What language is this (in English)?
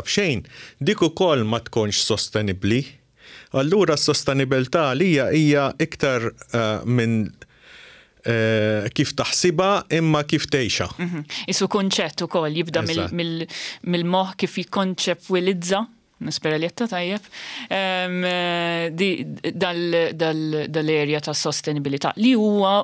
Maltese